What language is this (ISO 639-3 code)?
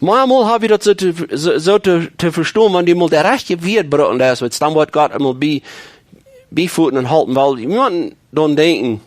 pdt